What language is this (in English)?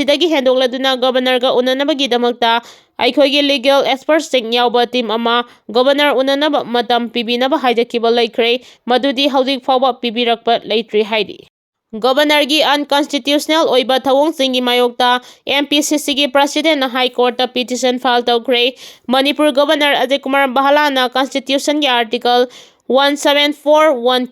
Manipuri